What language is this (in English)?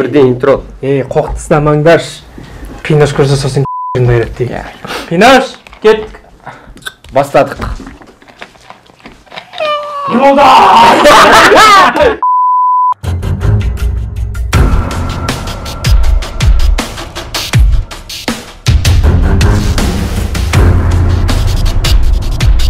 Kazakh